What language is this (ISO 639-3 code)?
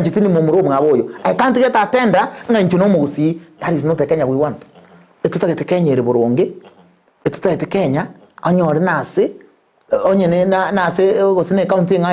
guz